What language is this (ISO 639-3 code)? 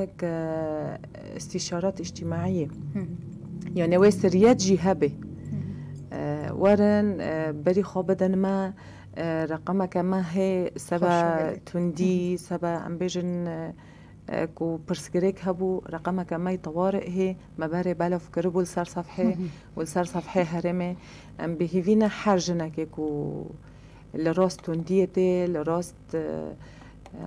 kur